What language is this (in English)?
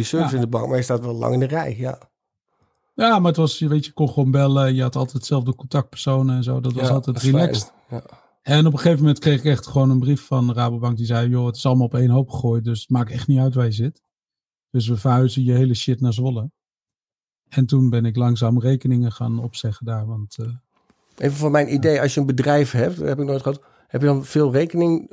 Dutch